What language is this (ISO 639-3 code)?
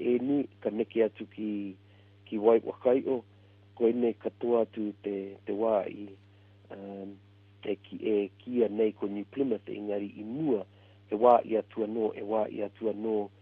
mri